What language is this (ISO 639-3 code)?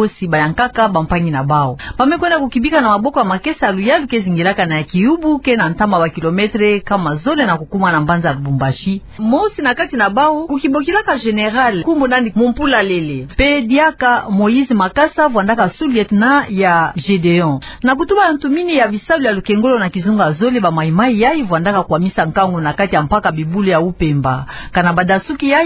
ktu